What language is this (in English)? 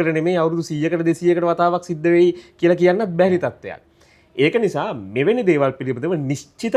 Sinhala